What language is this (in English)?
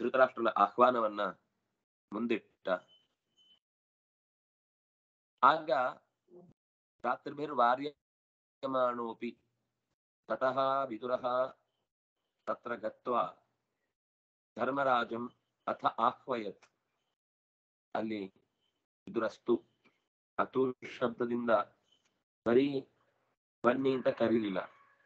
Kannada